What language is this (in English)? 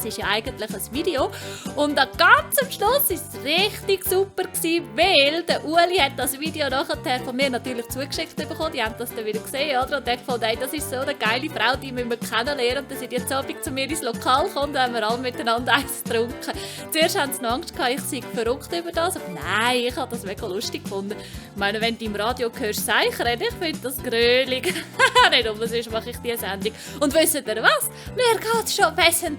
Swiss German